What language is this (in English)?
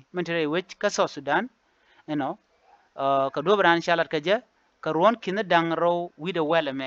Nuer